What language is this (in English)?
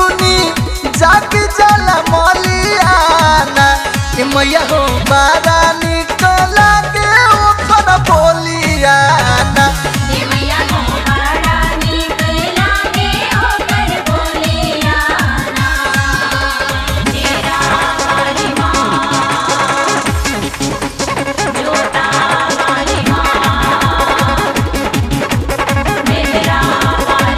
Bhojpuri